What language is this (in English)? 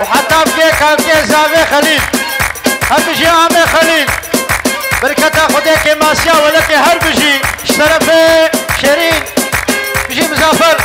Kurdish